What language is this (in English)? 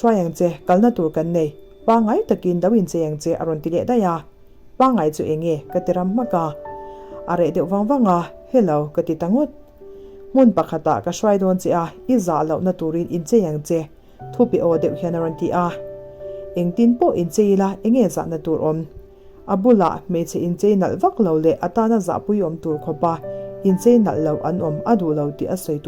Mizo